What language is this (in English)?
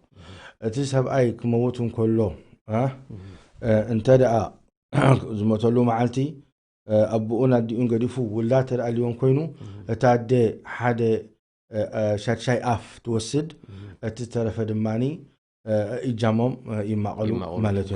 Tigrinya